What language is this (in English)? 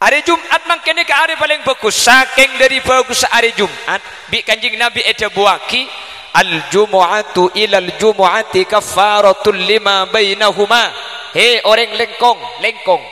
Madurese